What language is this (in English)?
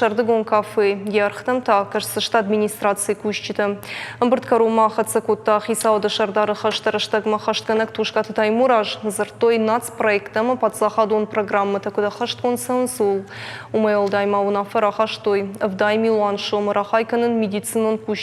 Ossetic